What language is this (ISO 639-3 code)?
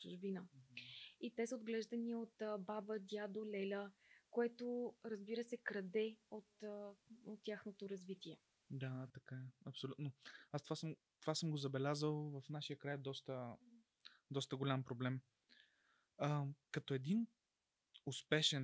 bul